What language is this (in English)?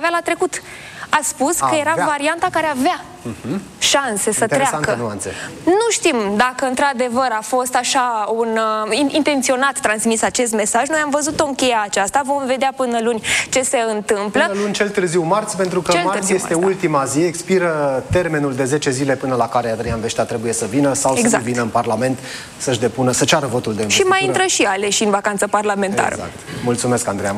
Romanian